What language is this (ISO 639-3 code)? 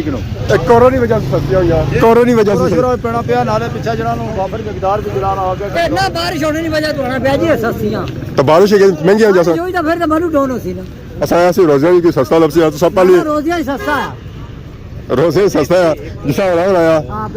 phr